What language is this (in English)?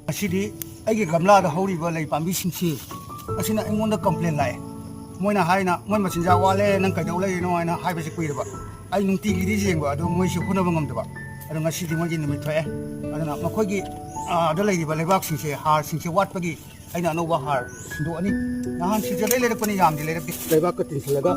Manipuri